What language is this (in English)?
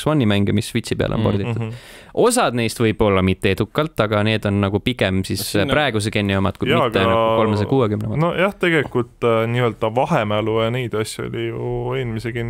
Estonian